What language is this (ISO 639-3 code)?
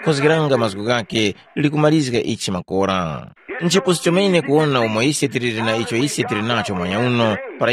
tum